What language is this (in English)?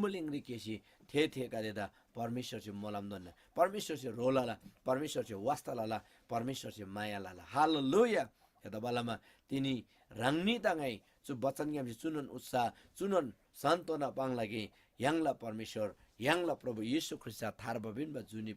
Eastern Tamang